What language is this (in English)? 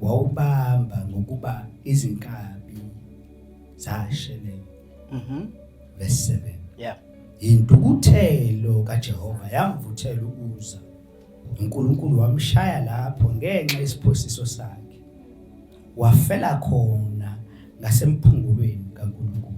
Zulu